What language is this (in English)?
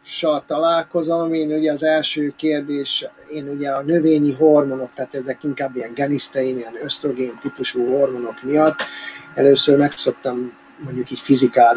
Hungarian